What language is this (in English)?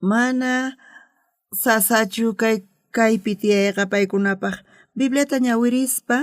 South Bolivian Quechua